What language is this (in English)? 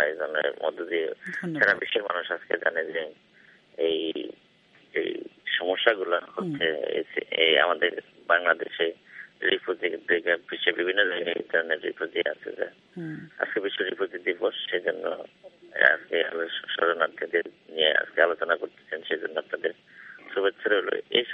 Bangla